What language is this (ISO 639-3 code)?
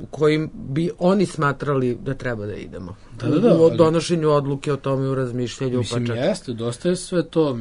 srp